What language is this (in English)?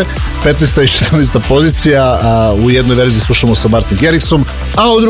Serbian